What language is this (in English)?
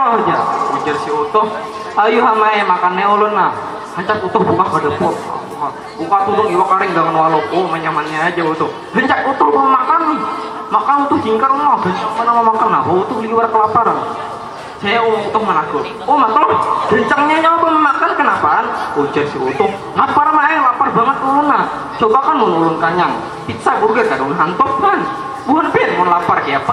Banjar